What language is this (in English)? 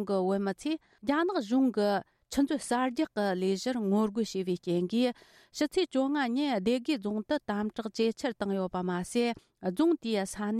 Tibetan